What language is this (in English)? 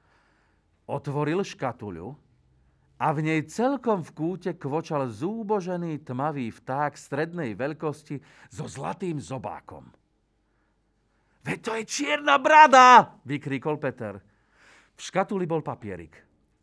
Slovak